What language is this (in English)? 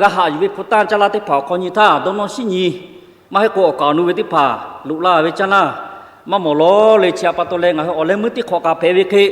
Lahu